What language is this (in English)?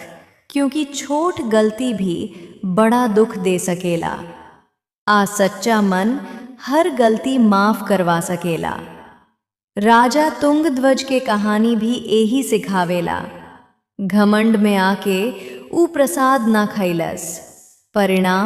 Bhojpuri